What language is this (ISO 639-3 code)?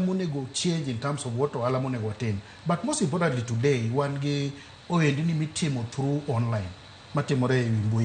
luo